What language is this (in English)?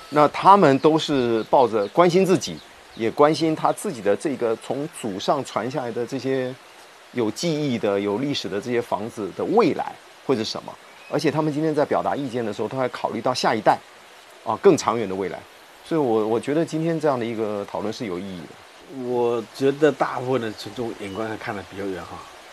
Chinese